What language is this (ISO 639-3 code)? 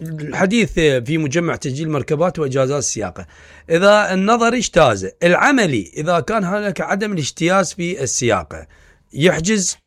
acm